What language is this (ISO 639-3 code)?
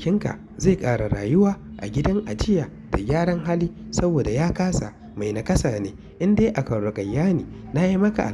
hau